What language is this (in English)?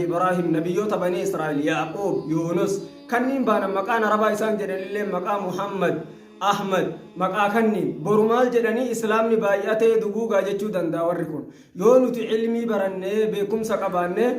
Oromo